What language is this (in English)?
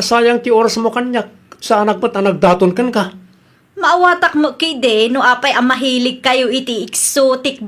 Iloko